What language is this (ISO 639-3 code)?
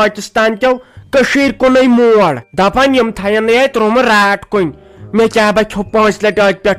kas